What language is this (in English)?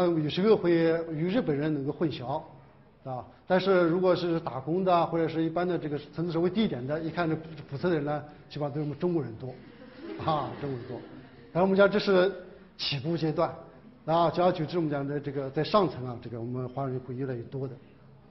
Chinese